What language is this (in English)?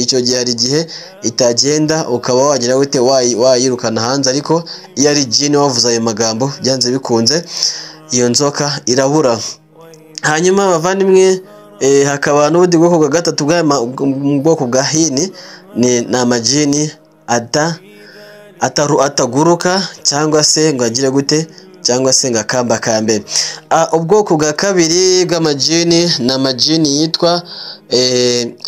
Kinyarwanda